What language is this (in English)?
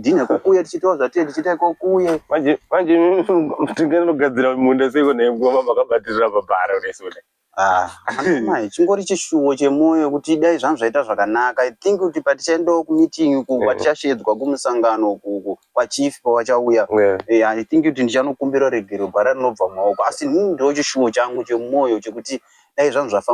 Shona